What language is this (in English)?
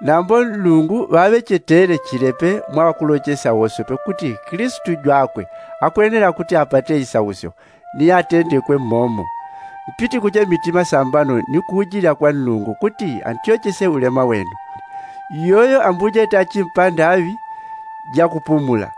Yao